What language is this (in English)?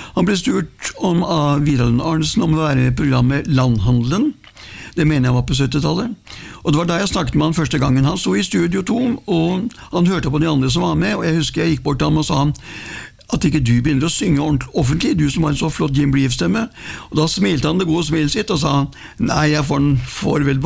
Norwegian